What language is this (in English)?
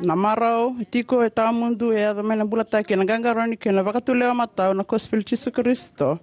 Fijian